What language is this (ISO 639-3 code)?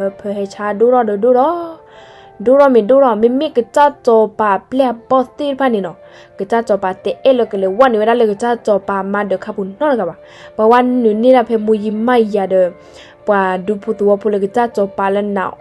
ksw